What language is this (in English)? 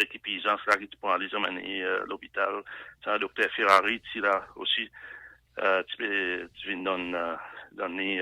Seselwa Creole French